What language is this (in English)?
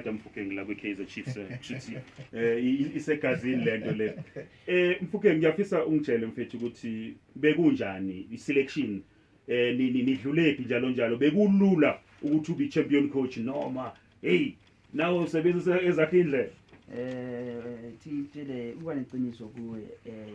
Zulu